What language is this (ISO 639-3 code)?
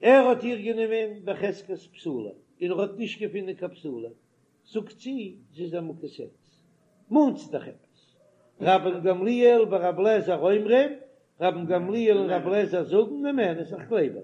yid